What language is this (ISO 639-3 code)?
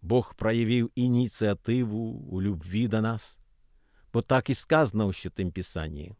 bel